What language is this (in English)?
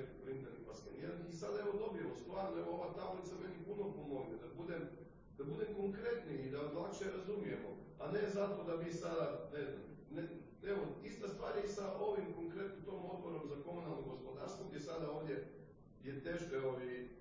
Croatian